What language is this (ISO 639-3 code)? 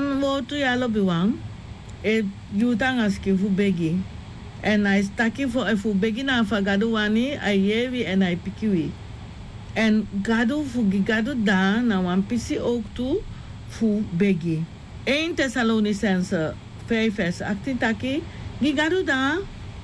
srn